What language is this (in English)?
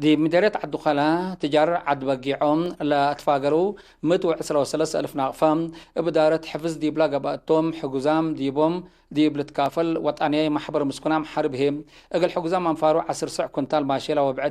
Tigre